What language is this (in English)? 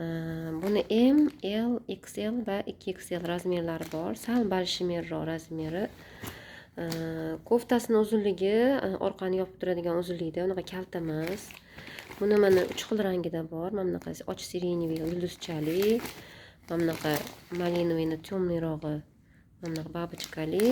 Uzbek